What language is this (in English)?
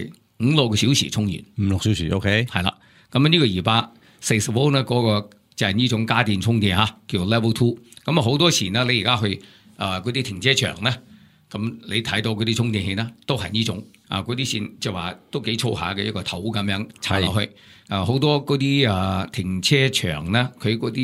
Cantonese